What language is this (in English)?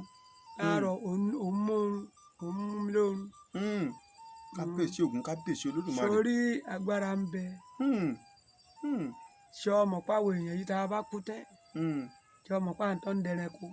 Yoruba